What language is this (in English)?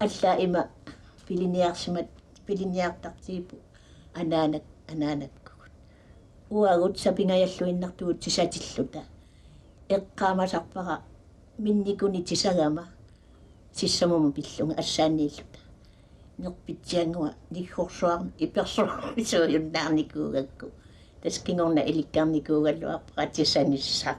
Kalaallisut